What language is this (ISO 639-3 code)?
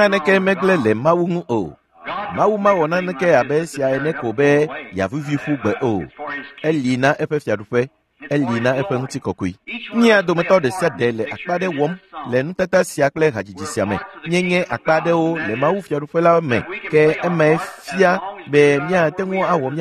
ewe